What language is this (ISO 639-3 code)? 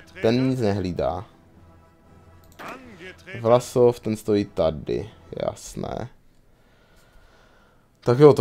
ces